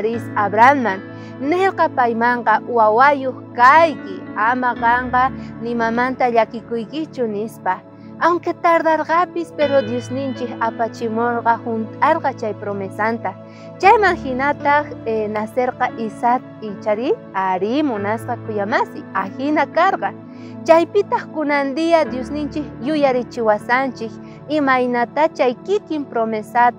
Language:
South Bolivian Quechua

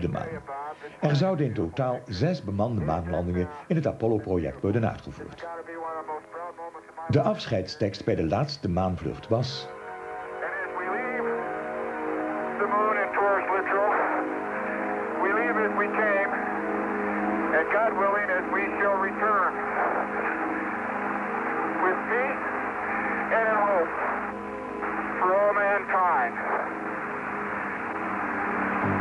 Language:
Dutch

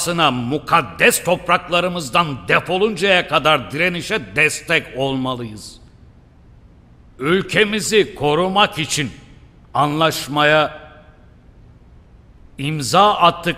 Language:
Turkish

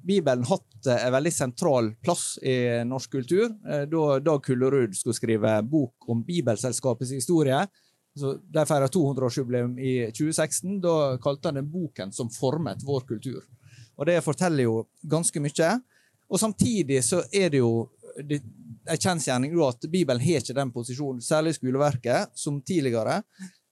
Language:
Norwegian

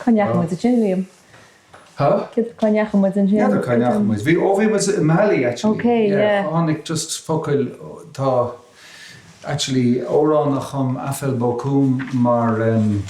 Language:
Irish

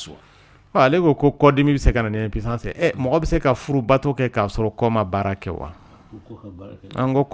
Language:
Dyula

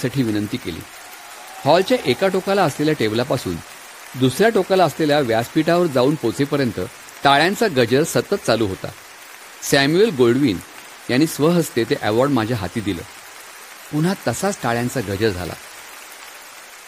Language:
Marathi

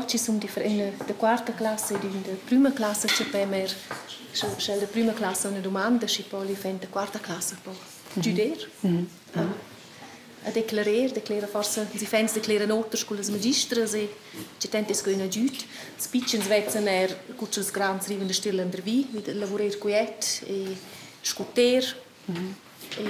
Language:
Romansh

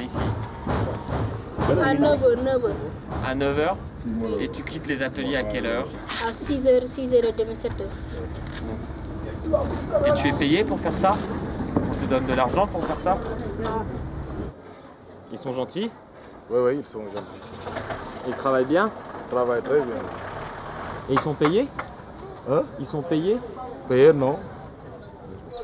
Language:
French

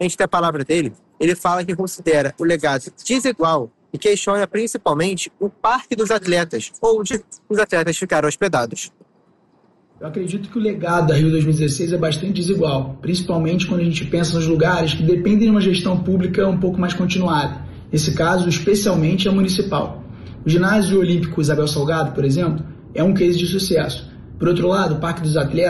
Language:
Portuguese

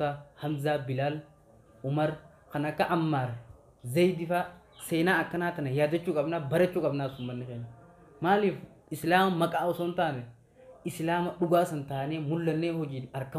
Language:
Oromo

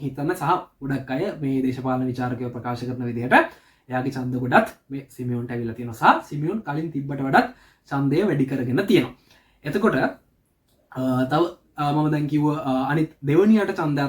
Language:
Sinhala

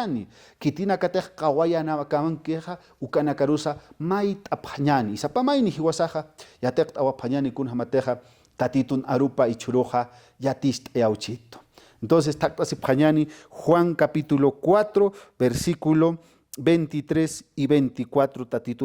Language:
Aymara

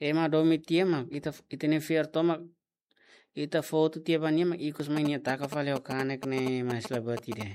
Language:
Tetum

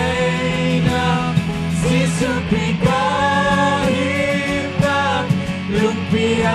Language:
Hakha Chin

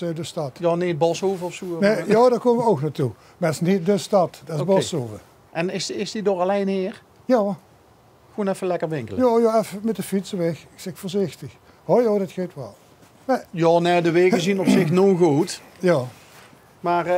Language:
Limburgish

